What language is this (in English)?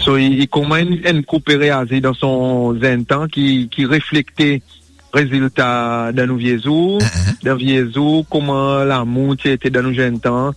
Morisyen